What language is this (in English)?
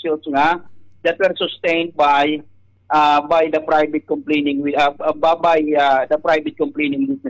Waray